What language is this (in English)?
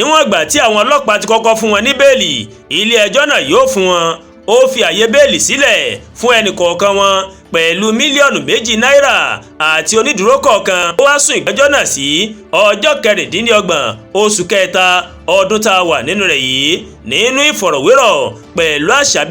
Yoruba